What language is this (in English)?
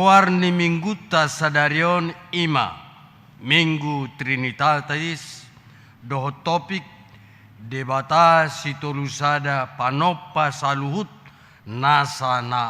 Batak Toba